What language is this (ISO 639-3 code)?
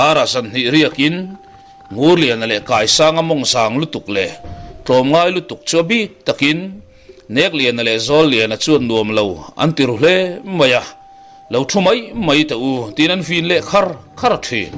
lus